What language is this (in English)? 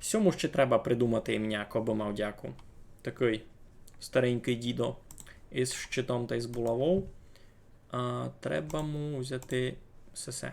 Rusyn